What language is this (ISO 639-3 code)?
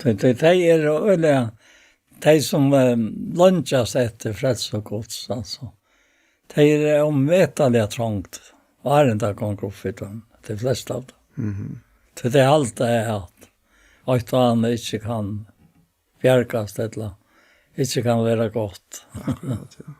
fao